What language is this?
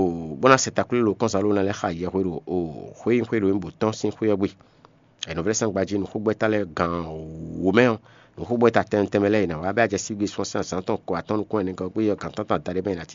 Fon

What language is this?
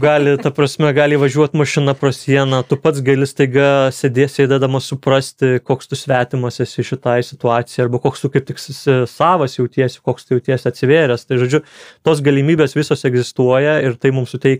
Lithuanian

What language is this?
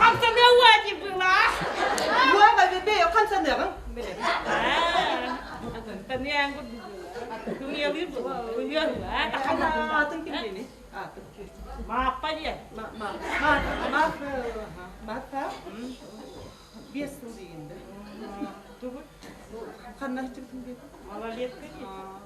Yakut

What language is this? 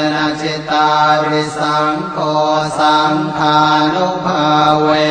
Pali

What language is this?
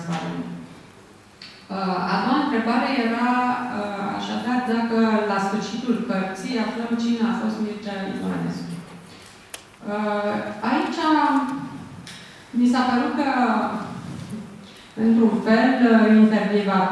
Romanian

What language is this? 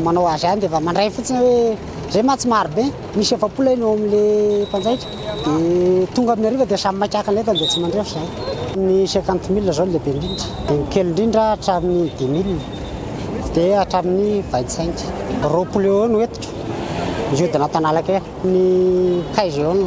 Malagasy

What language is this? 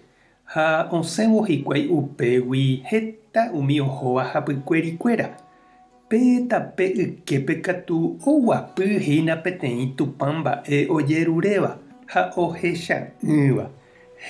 Guarani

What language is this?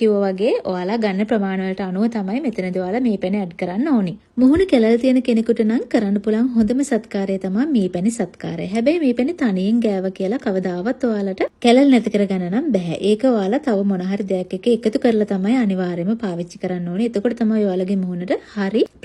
Sinhala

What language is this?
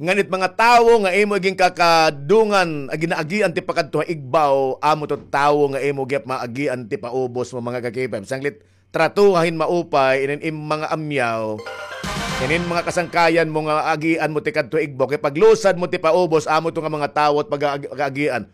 Waray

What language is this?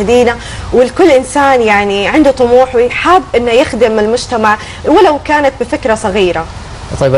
Arabic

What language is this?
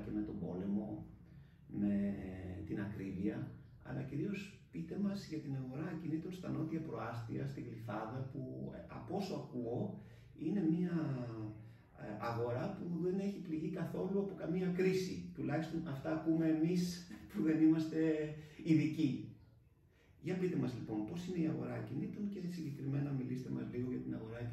Greek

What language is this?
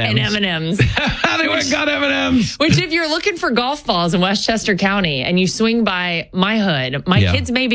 English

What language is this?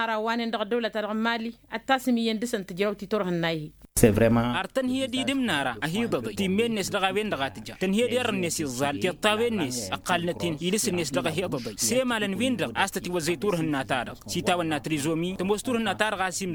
Tamasheq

